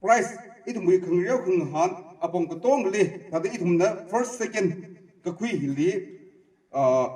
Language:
Tangkhul Naga (India)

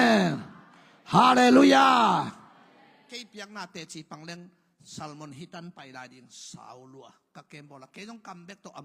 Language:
Tedim Chin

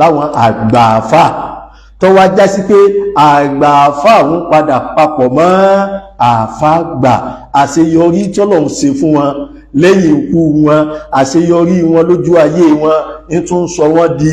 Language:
Yoruba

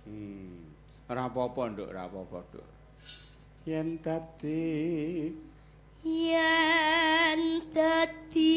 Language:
Javanese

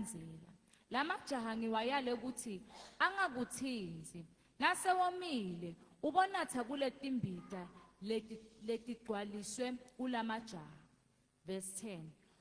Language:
Zulu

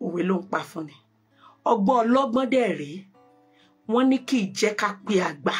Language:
Yoruba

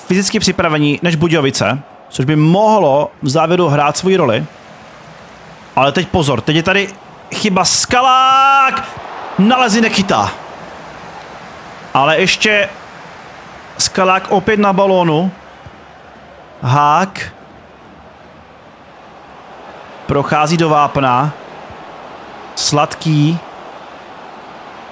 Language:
Czech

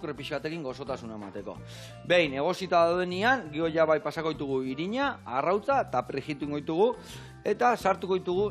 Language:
Basque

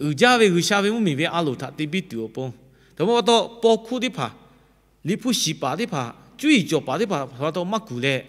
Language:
Lahu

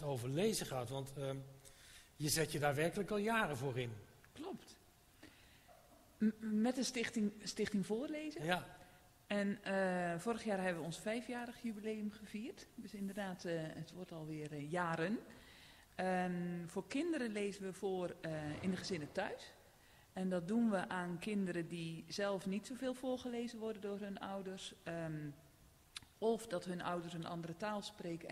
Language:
Dutch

